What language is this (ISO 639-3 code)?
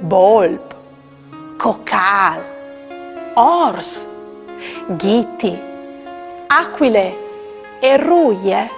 fur